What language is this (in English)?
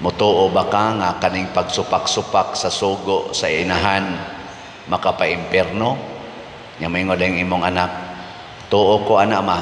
Cebuano